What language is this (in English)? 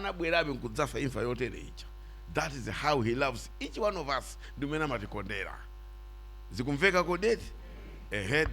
Nyanja